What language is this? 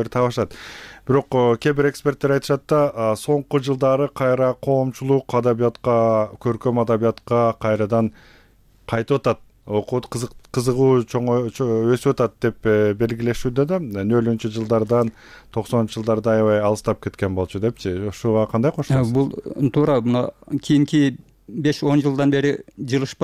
Kyrgyz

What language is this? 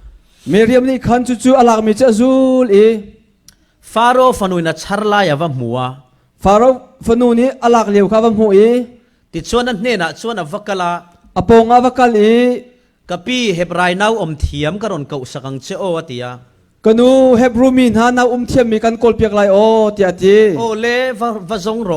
Falam Chin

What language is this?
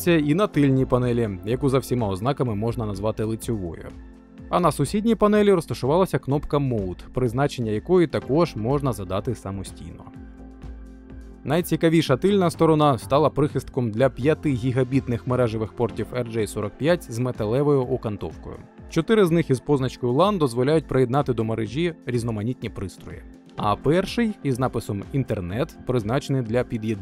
Ukrainian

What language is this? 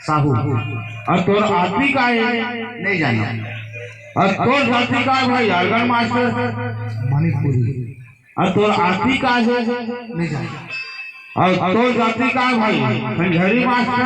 Chhattisgarhi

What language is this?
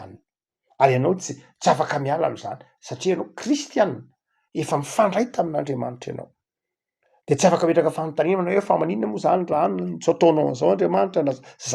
Malagasy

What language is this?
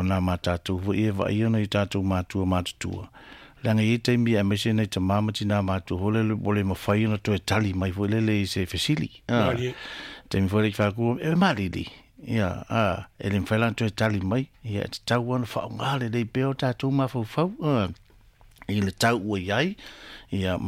Samoan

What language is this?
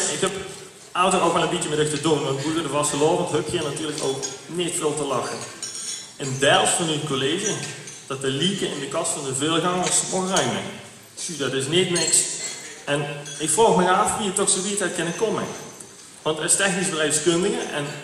Limburgish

